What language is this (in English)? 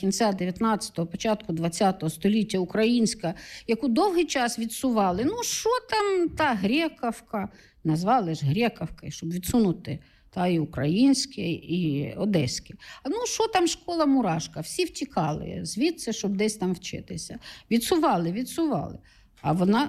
Ukrainian